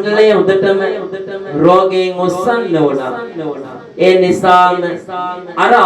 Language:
Sinhala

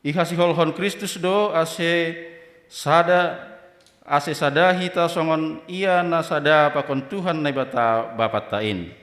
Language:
Batak Simalungun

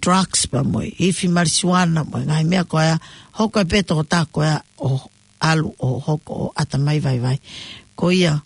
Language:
Tongan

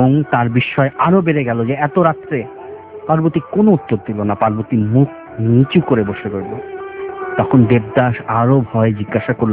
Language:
Bangla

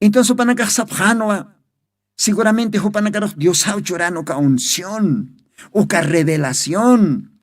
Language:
Aymara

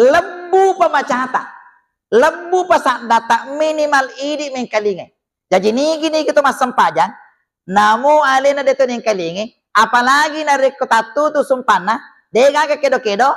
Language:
Buginese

